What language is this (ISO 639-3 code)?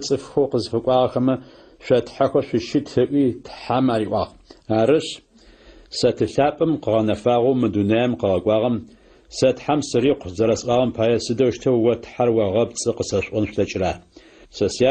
ady